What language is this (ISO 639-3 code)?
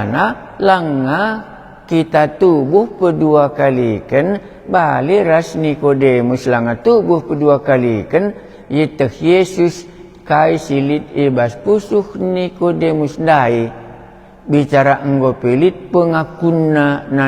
btx